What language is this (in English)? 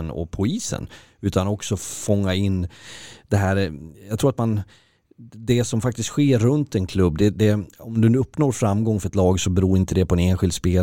Swedish